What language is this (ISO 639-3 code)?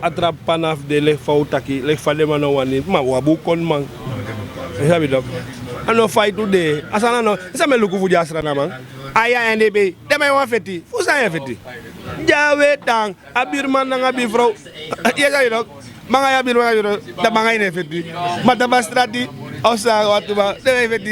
srn